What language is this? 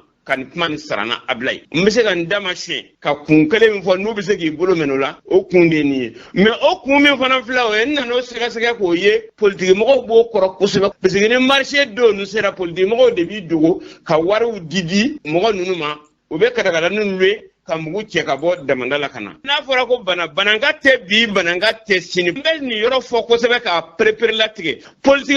Bambara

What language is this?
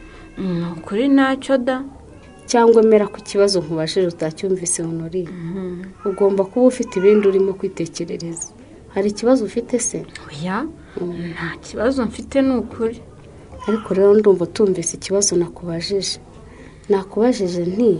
Kinyarwanda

